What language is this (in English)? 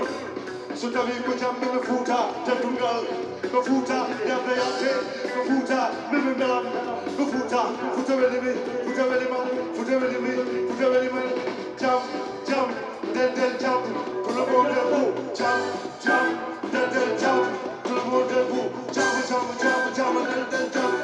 Fula